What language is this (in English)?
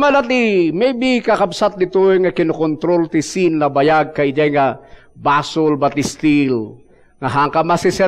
Iloko